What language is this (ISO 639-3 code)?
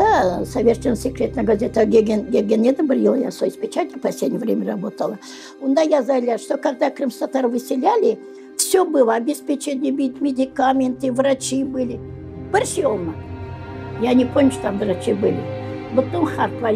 crh